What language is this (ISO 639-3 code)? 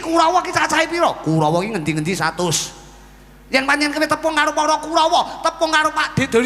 jav